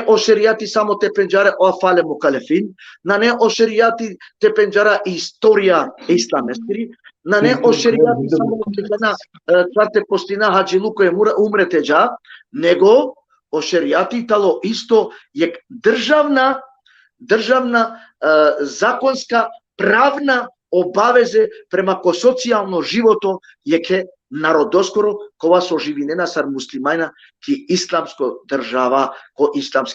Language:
Balkan Romani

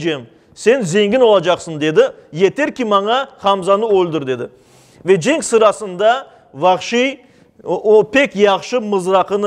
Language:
Crimean Tatar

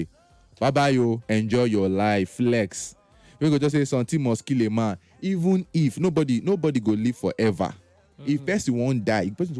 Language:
Nigerian Pidgin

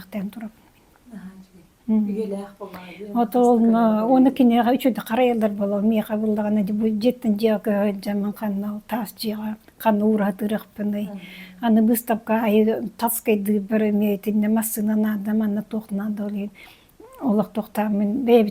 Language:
Yakut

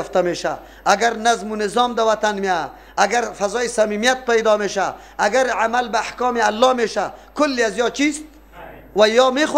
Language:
Persian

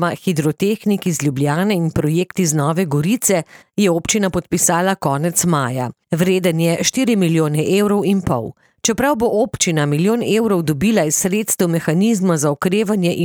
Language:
Slovenian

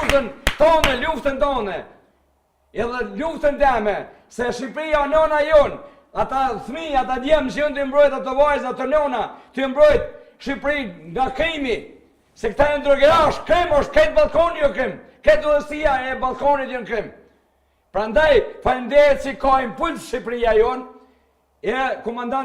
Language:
Albanian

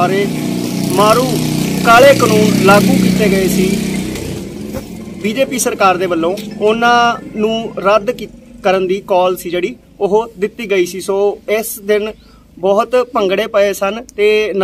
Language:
Punjabi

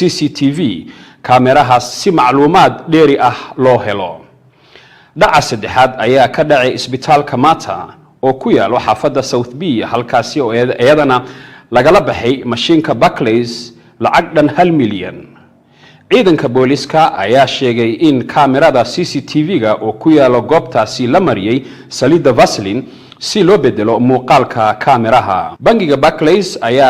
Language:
Somali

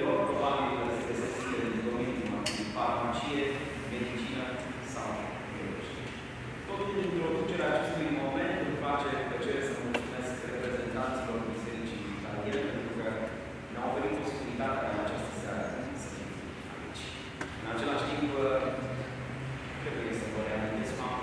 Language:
Romanian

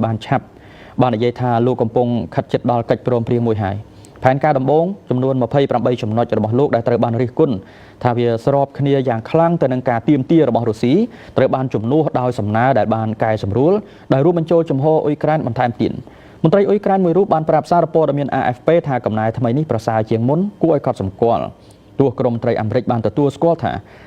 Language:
Khmer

